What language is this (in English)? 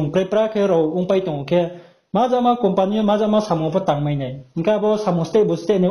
Riang (India)